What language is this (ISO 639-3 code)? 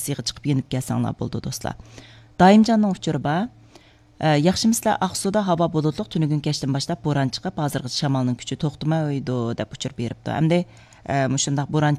uig